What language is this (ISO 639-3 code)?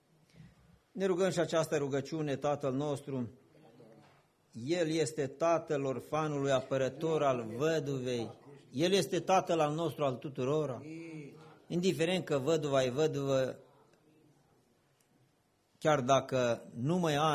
ron